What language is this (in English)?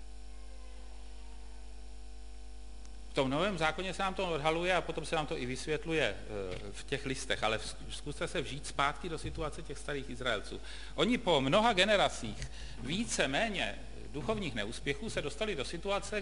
Czech